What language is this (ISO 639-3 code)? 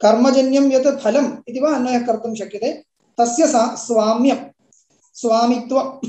san